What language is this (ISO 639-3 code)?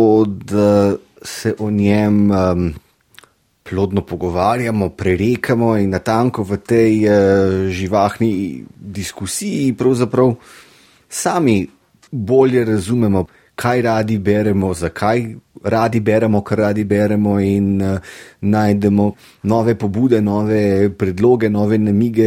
slv